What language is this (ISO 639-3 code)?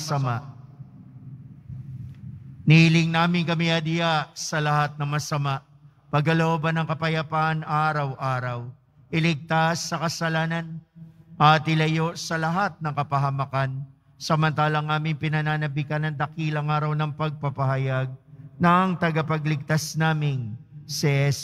fil